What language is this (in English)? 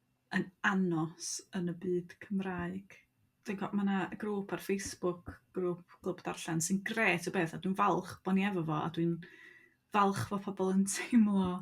Welsh